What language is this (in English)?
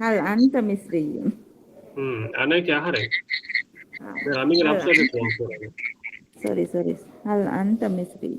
Divehi